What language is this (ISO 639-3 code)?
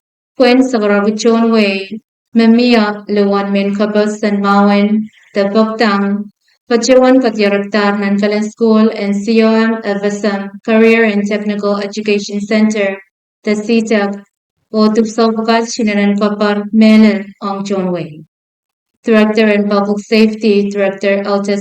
pon